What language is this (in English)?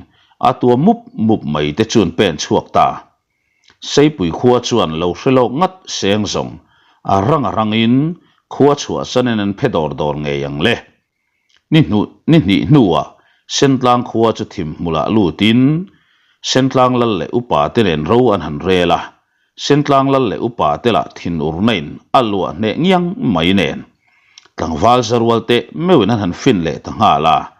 Mizo